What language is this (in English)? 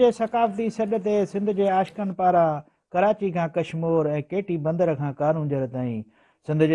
Sindhi